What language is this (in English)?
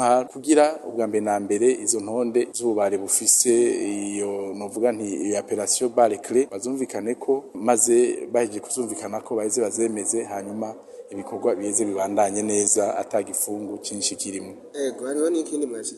Rundi